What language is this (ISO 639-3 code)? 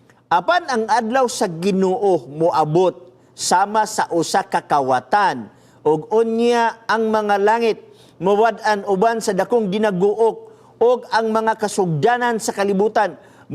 ceb